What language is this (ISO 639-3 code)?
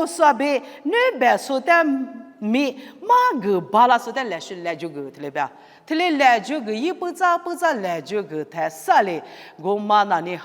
lis